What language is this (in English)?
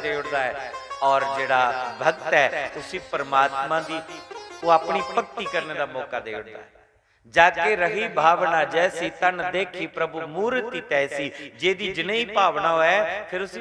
Dogri